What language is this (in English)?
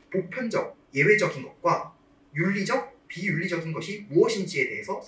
Korean